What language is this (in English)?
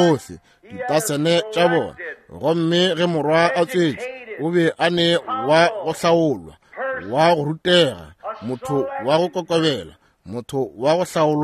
Northern Sotho